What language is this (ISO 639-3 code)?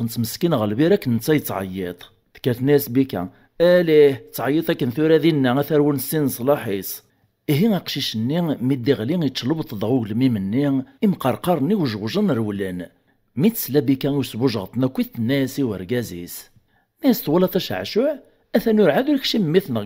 kab